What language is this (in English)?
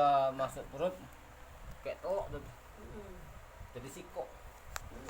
Musi